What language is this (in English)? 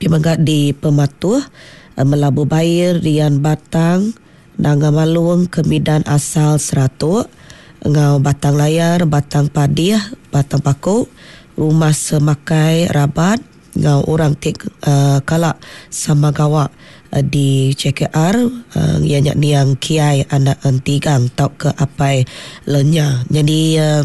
Iban